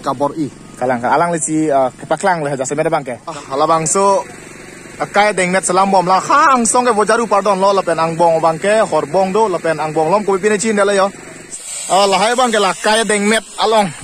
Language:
Karbi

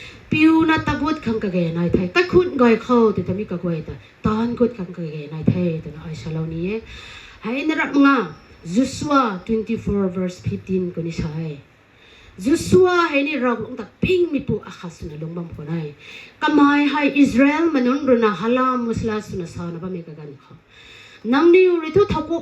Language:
Rongmei Naga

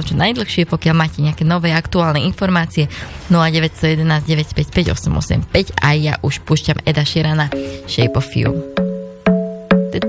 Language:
Slovak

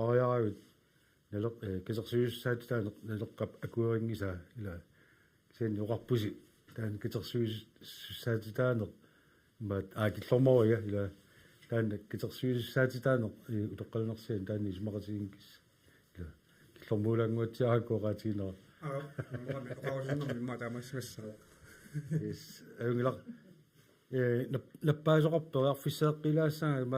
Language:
Kalaallisut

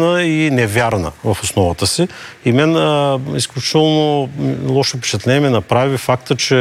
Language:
Bulgarian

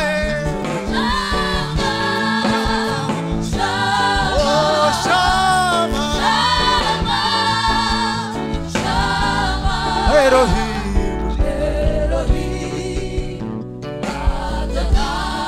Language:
Kinyarwanda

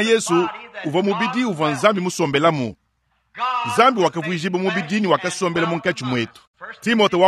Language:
Luba-Lulua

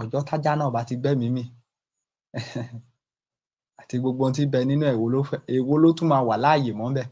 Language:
Yoruba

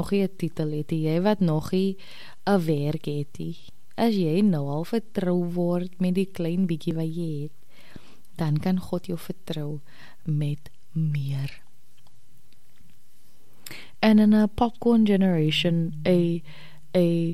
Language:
Afrikaans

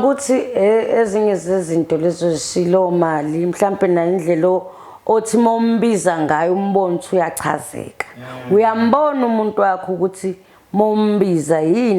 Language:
Zulu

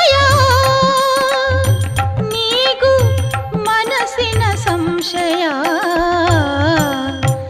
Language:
Kannada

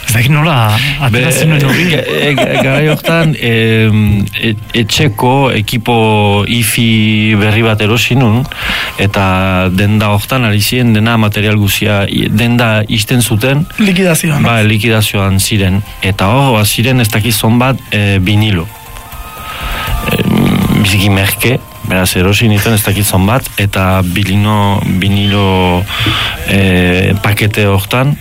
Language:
Basque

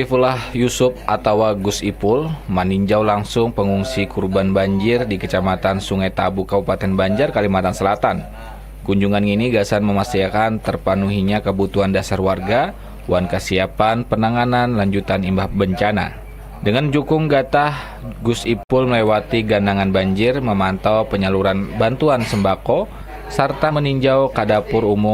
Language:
Banjar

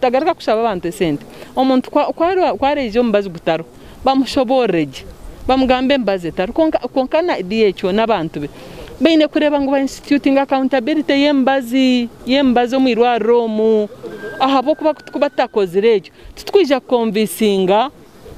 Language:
Nyankole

